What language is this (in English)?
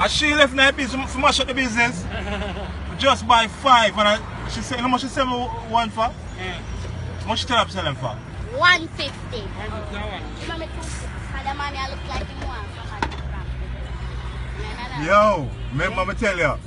Jamaican Creole English